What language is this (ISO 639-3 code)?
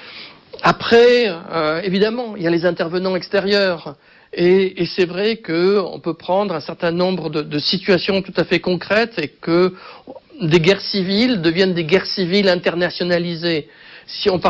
fra